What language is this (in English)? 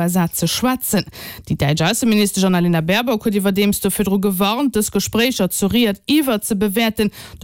Luxembourgish